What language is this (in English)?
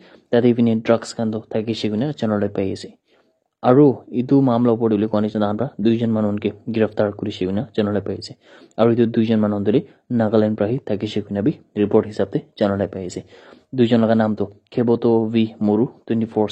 Naga Pidgin